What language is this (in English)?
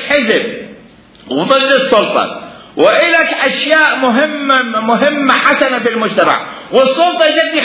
Mesopotamian Arabic